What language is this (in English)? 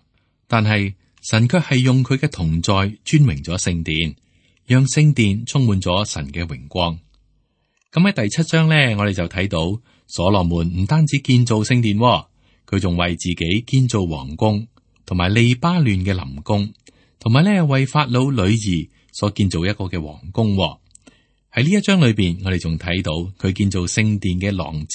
Cantonese